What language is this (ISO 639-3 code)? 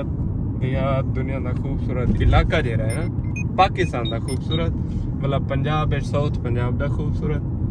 skr